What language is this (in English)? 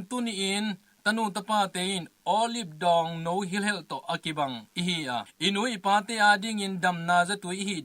Tedim Chin